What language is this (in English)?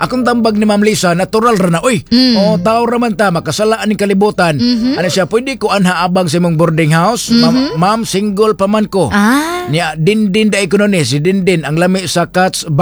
Cebuano